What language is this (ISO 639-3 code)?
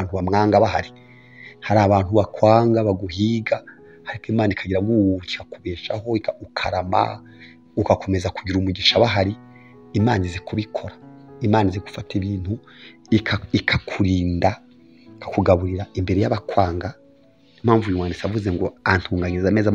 kin